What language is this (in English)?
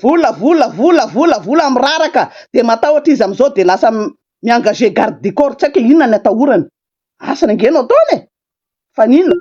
Malagasy